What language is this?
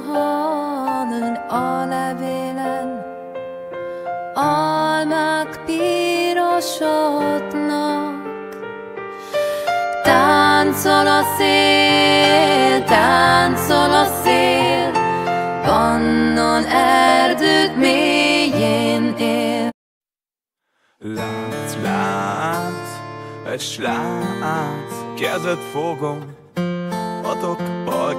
Hungarian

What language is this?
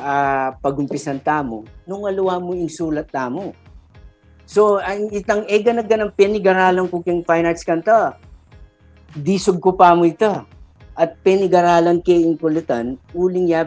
Pampanga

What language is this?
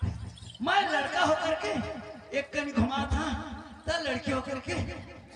Chhattisgarhi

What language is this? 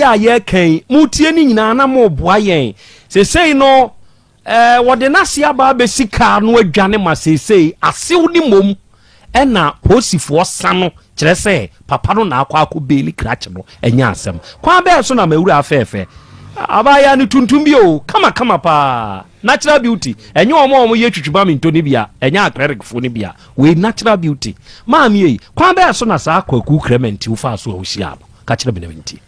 Akan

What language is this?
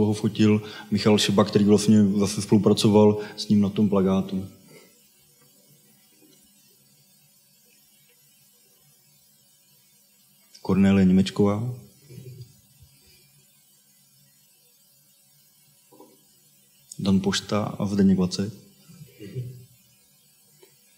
Czech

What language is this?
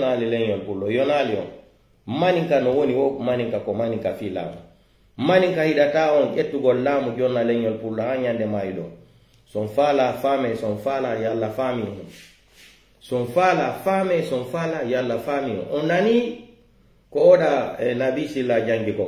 Pular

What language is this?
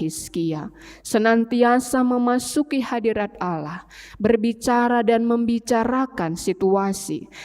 Batak Karo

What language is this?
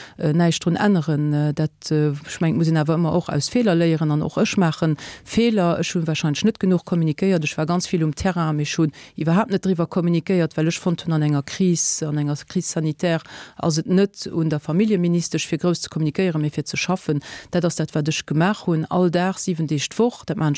Luxembourgish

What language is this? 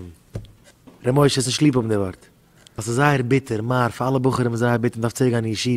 Yiddish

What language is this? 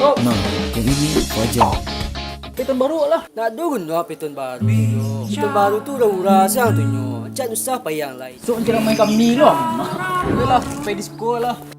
Minangkabau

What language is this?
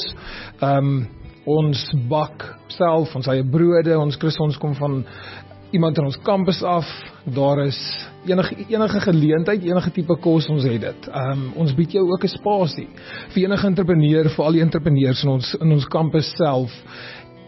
Afrikaans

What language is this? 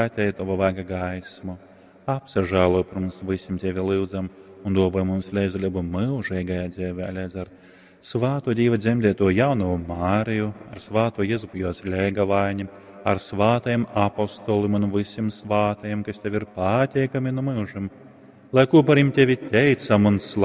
Latgalian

